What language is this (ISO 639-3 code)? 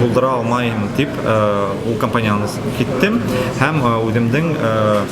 bak